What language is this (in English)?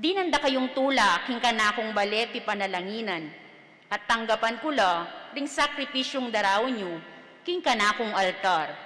Pampanga